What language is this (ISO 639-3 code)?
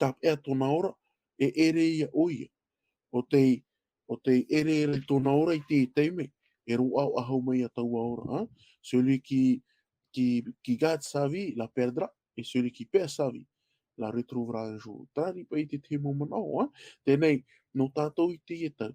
tah